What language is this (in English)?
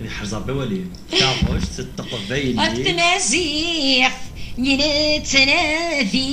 Kabyle